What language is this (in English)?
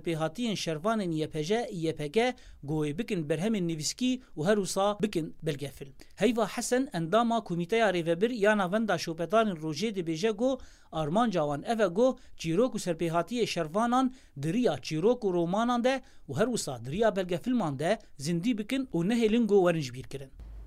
Kurdish